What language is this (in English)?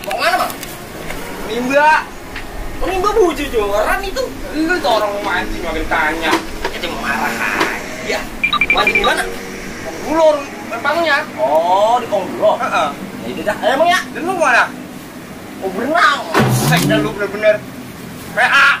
Betawi